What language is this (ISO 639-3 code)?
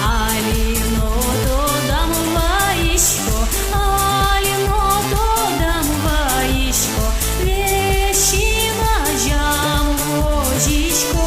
udm